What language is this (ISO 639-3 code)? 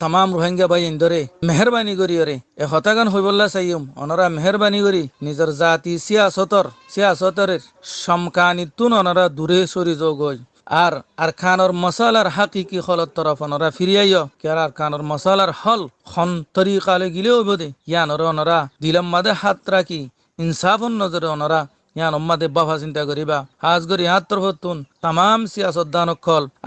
rhg